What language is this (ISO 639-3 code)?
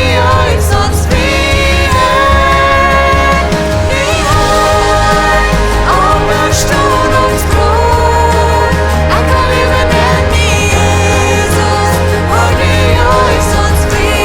pdt